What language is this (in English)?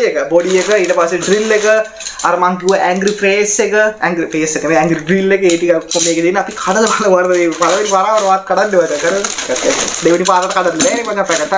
Sinhala